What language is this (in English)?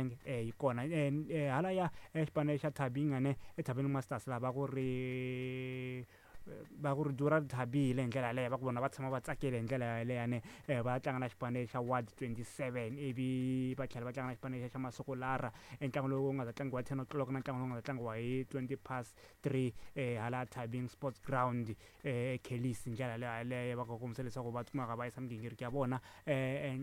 Tsonga